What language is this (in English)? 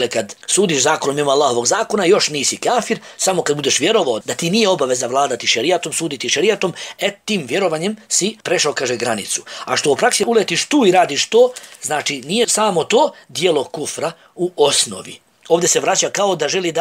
Bosnian